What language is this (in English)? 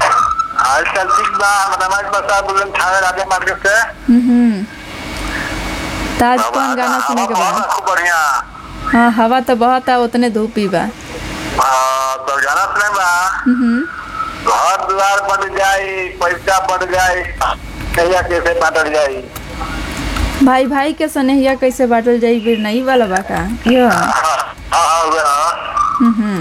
Bhojpuri